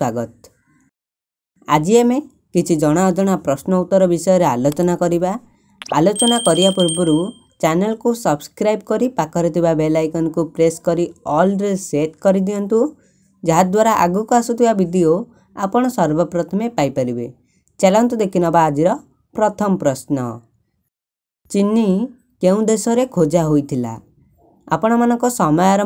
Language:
Odia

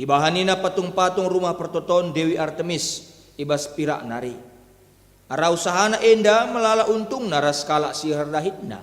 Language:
Batak Karo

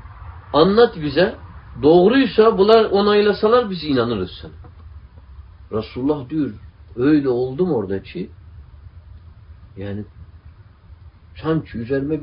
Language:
Turkish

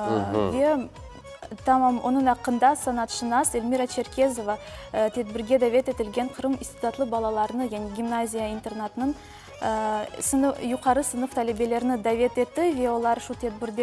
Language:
Crimean Tatar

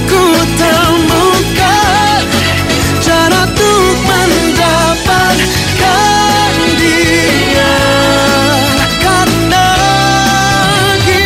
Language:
German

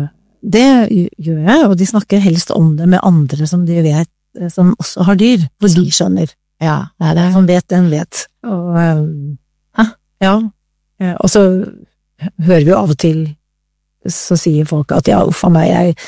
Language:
Norwegian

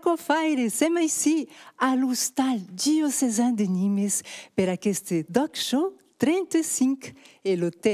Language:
Occitan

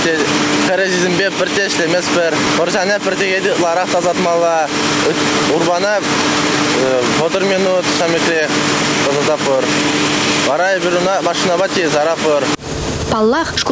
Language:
Chuvash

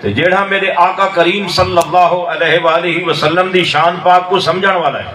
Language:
Saraiki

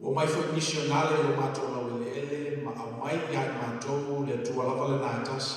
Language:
Samoan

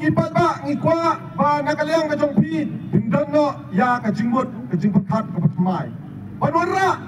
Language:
Khasi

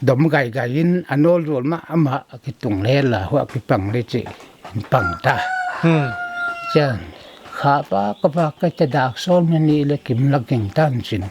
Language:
Paite Chin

